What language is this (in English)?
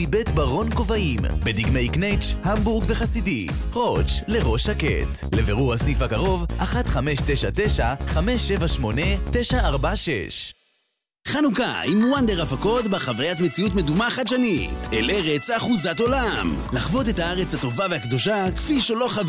Hebrew